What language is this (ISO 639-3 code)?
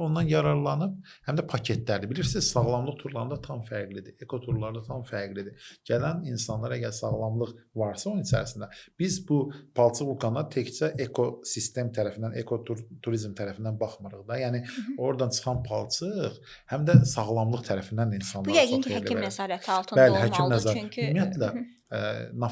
aze